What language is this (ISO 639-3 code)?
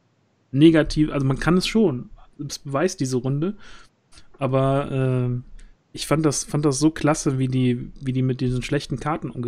deu